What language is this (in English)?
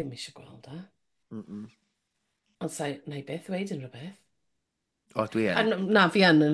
Welsh